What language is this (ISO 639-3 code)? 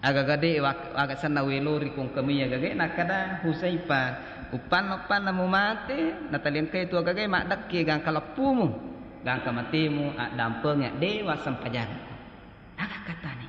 bug